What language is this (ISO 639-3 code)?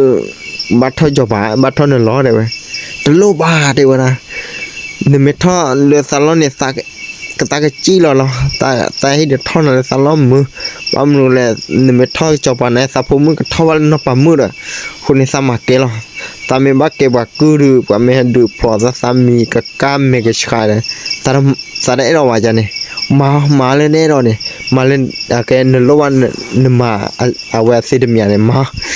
ksw